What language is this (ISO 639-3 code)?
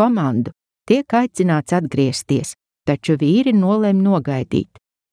lav